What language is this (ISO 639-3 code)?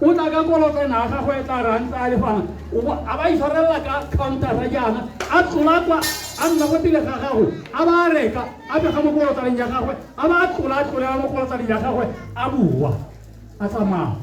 tsn